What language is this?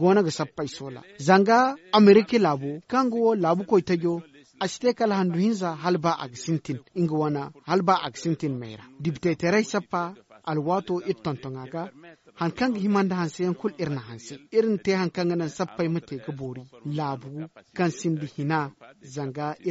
Zarma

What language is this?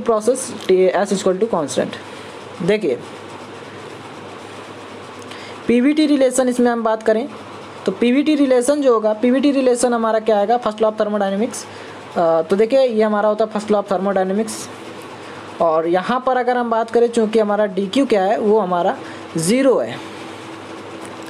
Hindi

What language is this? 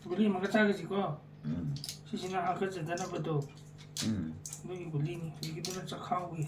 Manipuri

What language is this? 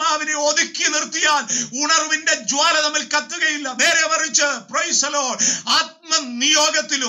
Malayalam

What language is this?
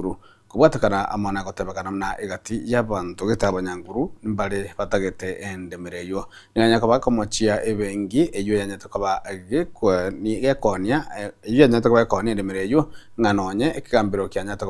Gusii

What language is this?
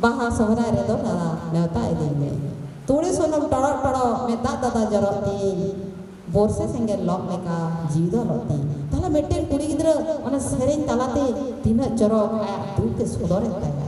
Santali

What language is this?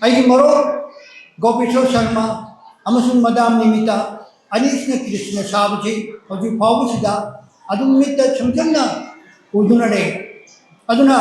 Manipuri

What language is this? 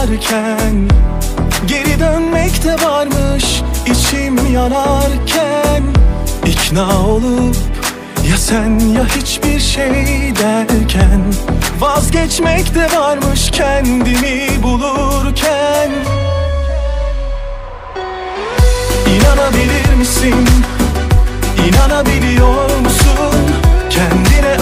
Turkish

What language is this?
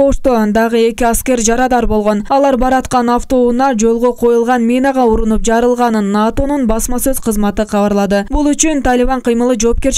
Kyrgyz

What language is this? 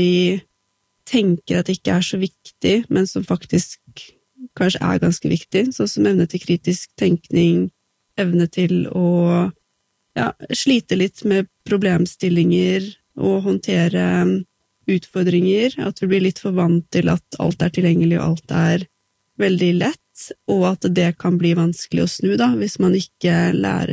Norwegian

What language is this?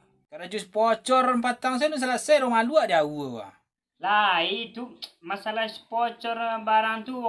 Minangkabau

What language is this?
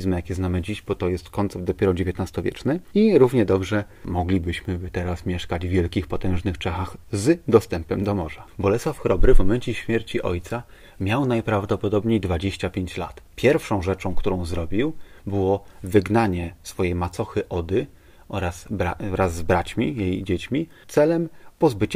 Polish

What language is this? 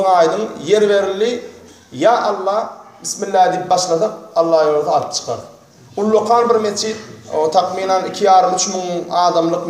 Turkmen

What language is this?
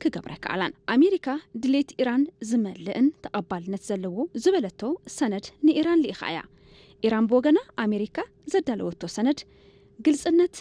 Tigrinya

